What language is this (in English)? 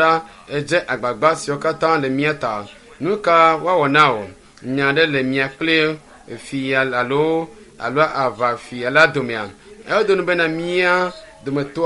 Ewe